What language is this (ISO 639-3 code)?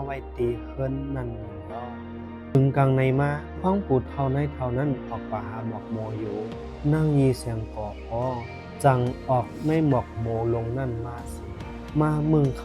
shn